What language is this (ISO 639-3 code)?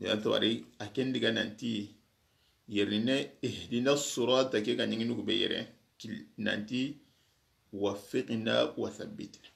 snk